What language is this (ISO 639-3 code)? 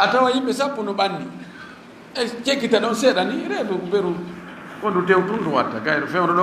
ful